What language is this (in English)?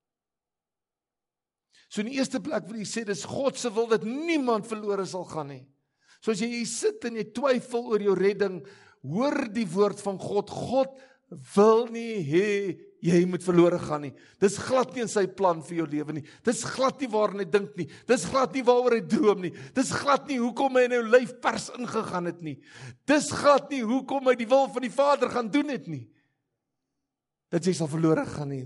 Afrikaans